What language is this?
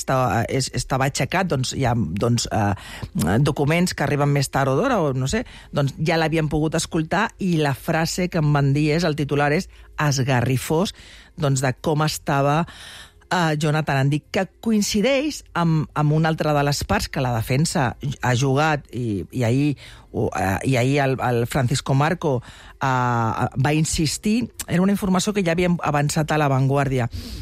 Catalan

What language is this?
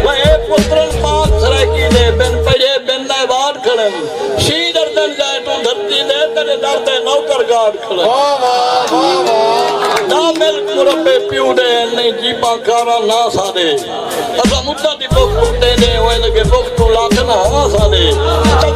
Saraiki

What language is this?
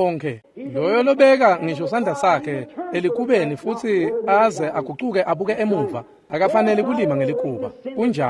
Swati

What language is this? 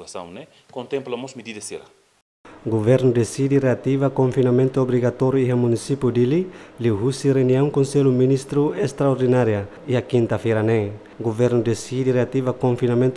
Tetum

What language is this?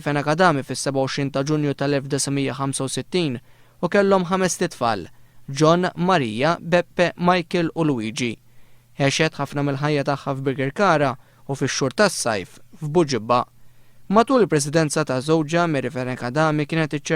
Maltese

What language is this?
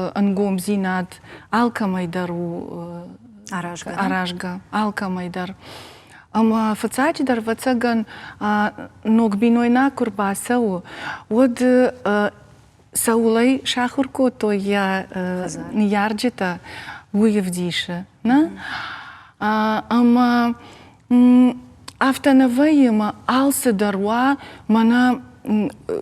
Ossetic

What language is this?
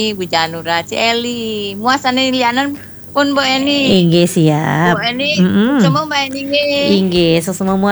Balinese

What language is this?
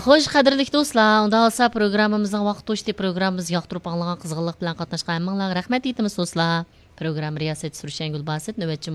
Uyghur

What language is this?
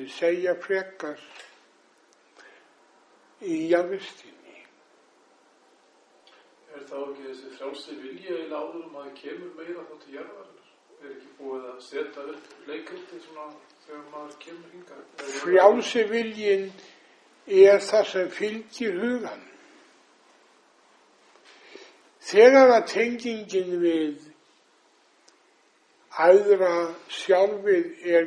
Icelandic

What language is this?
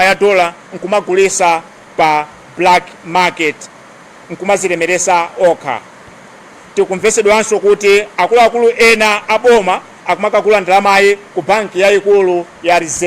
Nyanja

